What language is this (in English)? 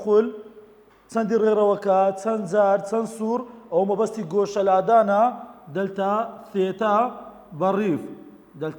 Central Kurdish